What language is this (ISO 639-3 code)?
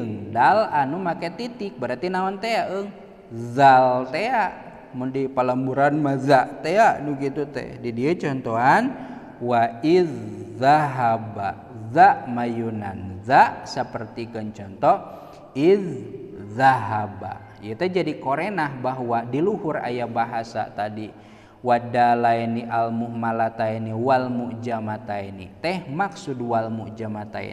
sun